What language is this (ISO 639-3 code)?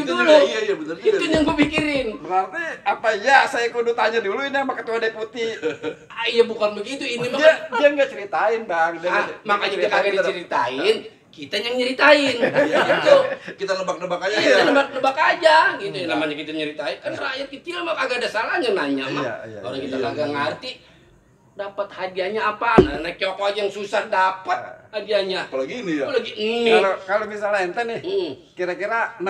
bew